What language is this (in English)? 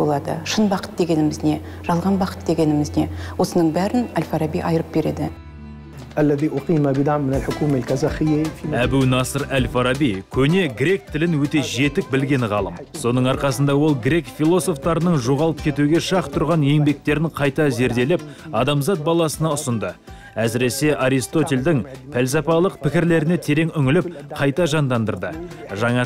Kazakh